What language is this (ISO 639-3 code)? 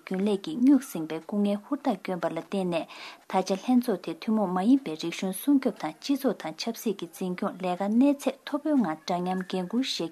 bod